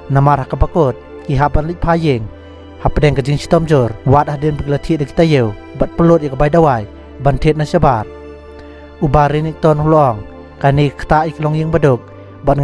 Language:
Khasi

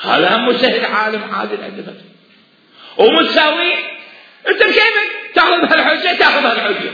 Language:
Mesopotamian Arabic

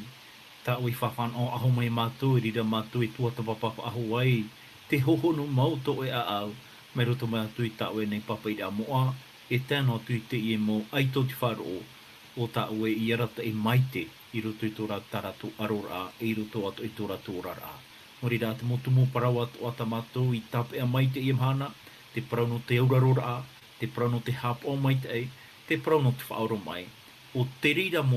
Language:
Tahitian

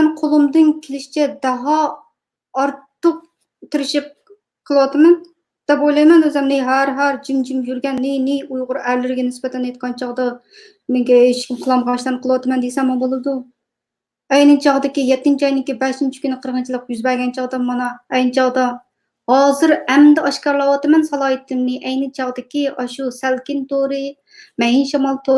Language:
Uyghur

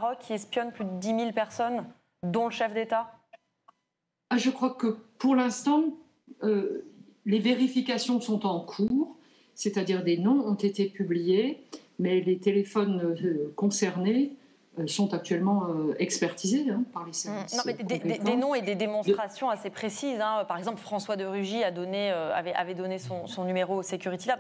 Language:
French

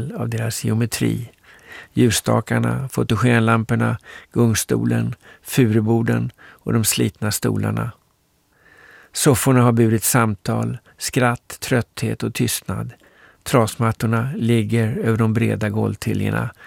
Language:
Swedish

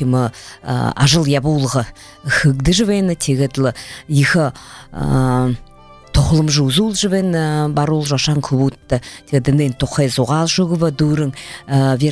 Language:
Buriat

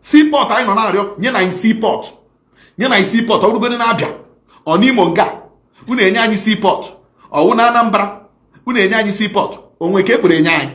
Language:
Igbo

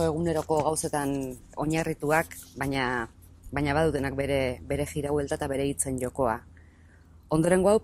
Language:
Basque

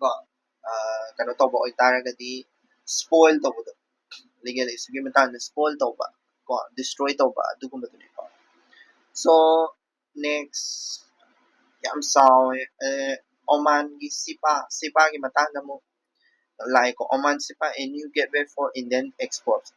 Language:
Manipuri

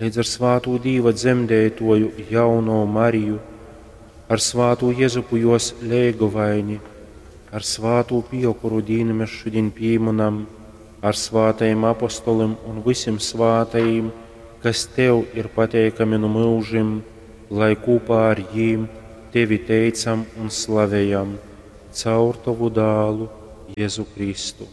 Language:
Latgalian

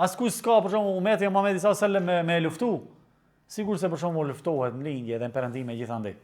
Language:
Albanian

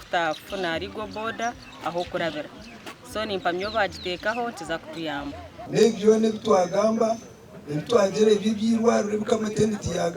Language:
Nyankole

